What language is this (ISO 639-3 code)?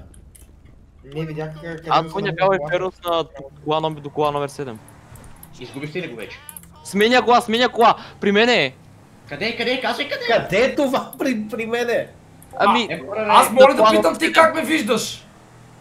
bul